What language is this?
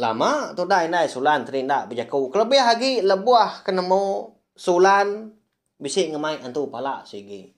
Iban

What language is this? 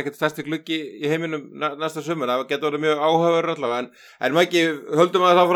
Icelandic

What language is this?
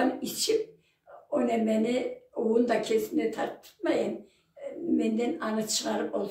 Karachay-Balkar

